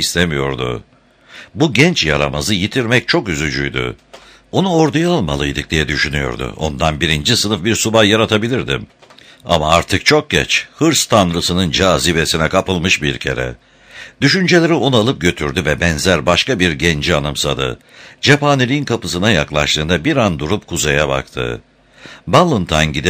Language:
Turkish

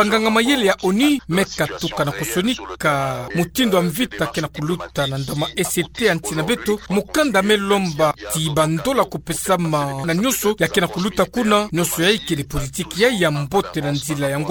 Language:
Kituba (Democratic Republic of Congo)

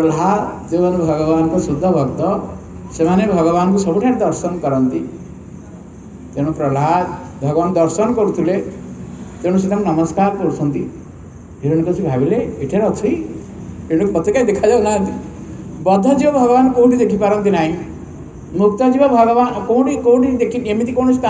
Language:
Odia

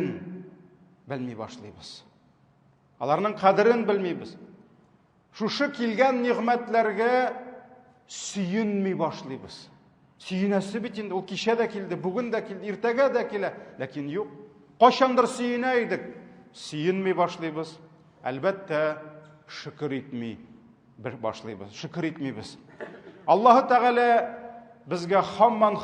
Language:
Tatar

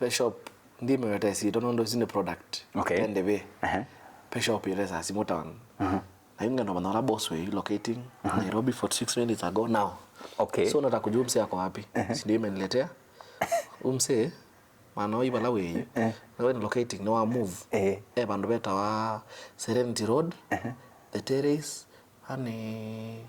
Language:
Kamba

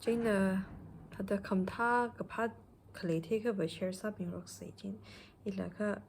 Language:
Tangkhul Naga (India)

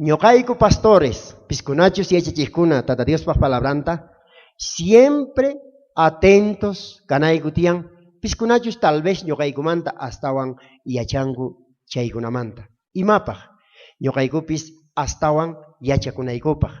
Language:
South Bolivian Quechua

